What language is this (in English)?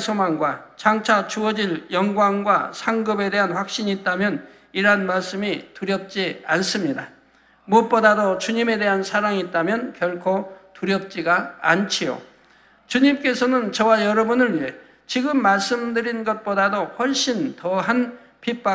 Korean